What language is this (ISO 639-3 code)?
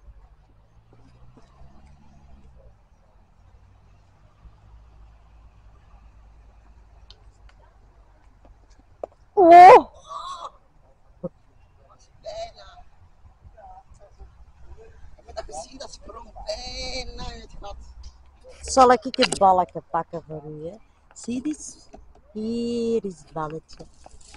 nld